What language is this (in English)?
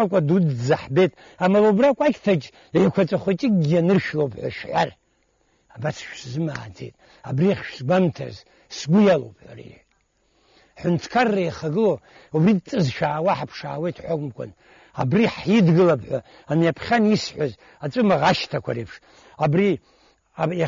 Abkhazian